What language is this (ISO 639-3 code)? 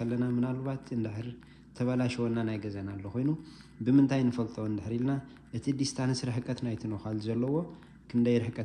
tir